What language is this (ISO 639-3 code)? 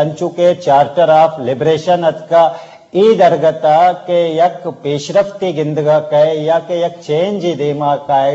bgp